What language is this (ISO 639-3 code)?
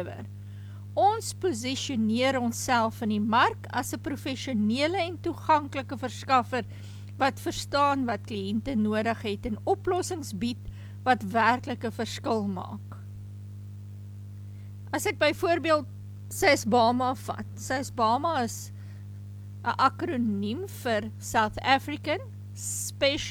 afr